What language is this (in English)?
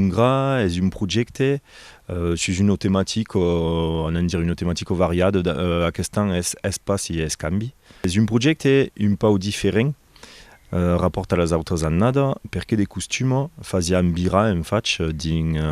Occitan